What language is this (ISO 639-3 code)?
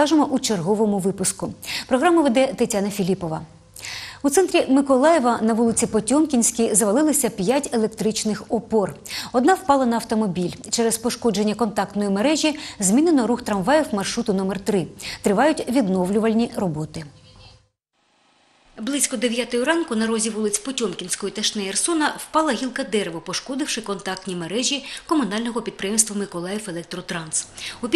ukr